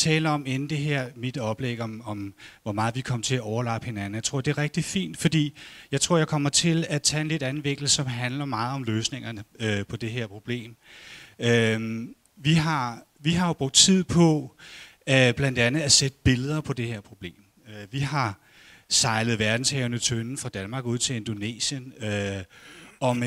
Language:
Danish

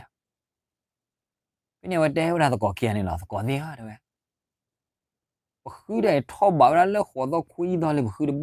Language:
S'gaw Karen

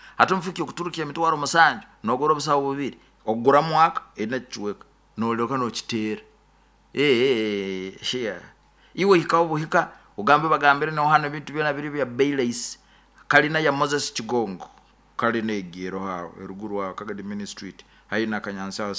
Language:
Nyoro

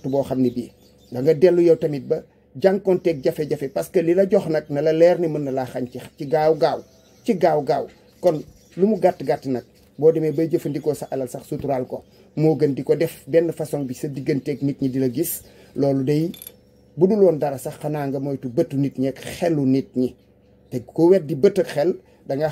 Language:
Wolof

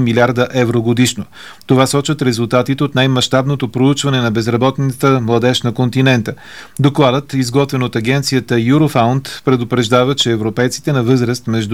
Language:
Bulgarian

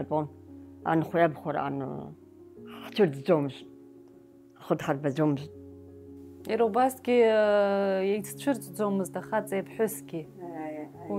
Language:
Abkhazian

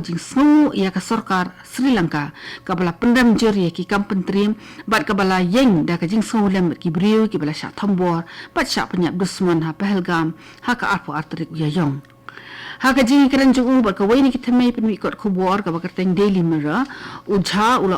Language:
Khasi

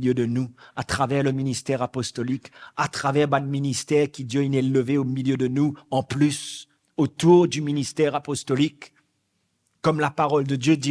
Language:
Morisyen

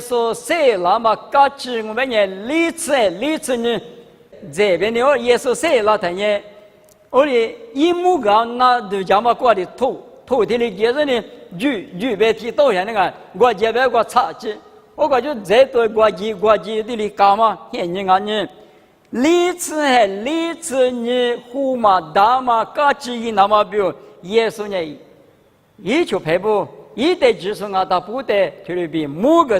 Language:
Lisu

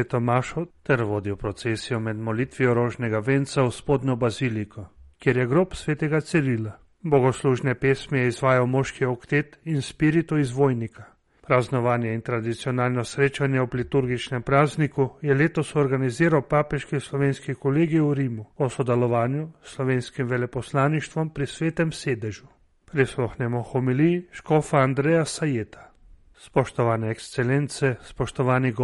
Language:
Slovenian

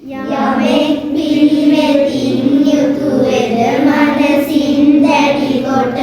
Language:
Sinhala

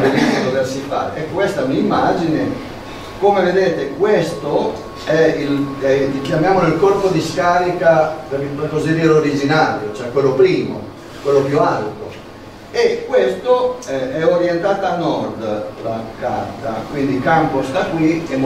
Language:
Italian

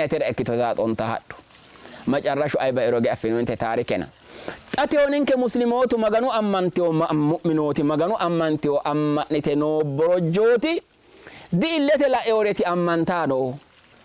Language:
Sidamo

